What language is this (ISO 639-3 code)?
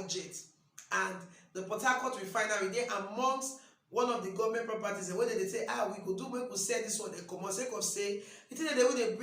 pcm